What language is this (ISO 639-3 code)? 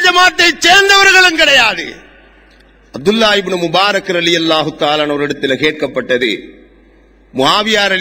tam